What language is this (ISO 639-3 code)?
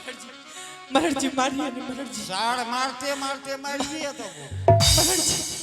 anp